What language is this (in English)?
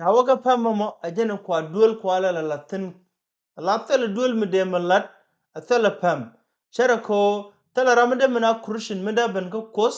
Nuer